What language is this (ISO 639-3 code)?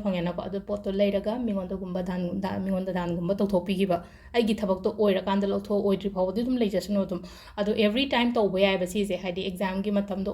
mni